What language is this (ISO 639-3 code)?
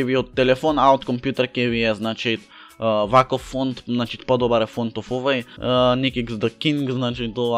mkd